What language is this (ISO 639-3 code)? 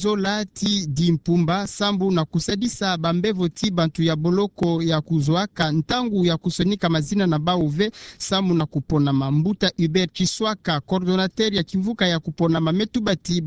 ktu